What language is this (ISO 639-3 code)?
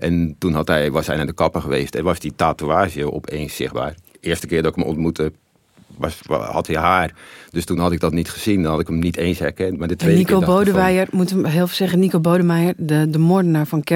nld